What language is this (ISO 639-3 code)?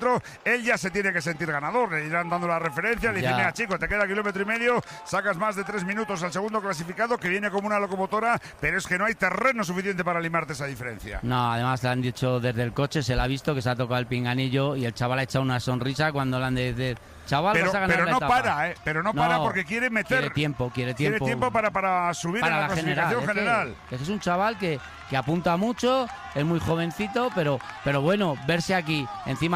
spa